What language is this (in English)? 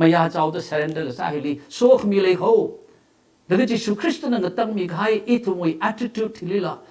Tangkhul Naga (India)